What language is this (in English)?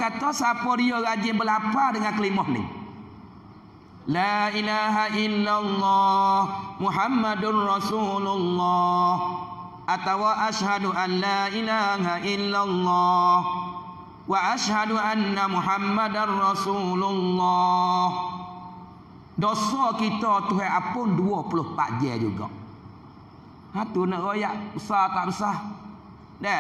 Pattani Malay